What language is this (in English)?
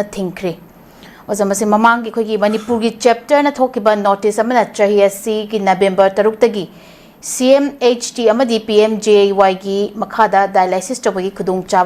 Manipuri